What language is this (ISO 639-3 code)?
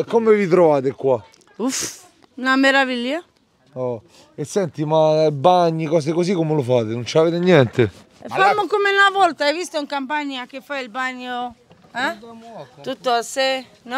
ita